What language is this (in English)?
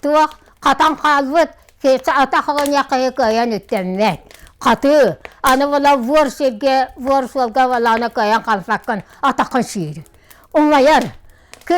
Yakut